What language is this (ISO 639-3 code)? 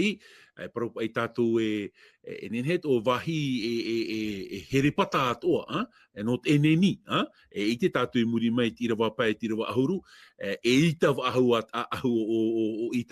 tah